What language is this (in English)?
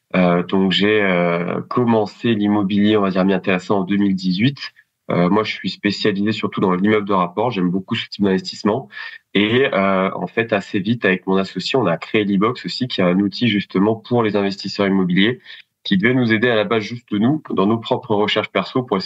French